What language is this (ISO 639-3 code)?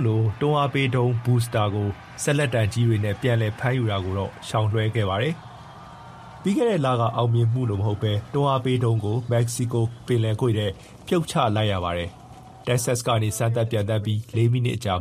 mya